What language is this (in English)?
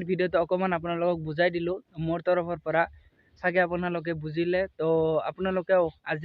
Assamese